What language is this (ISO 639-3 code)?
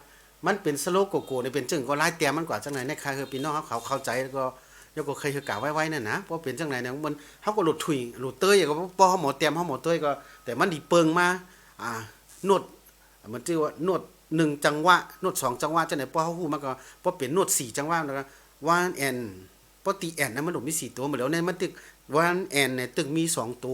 shn